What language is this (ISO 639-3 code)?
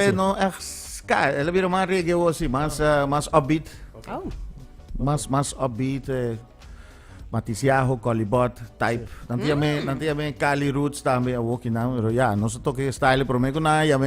pap